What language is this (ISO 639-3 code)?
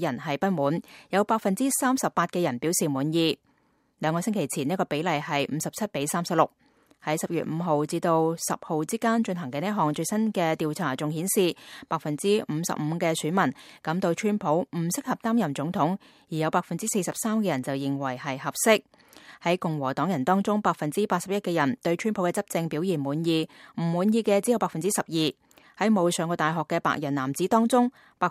yue